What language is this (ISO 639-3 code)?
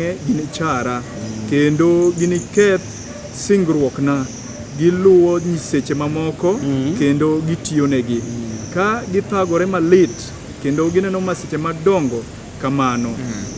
luo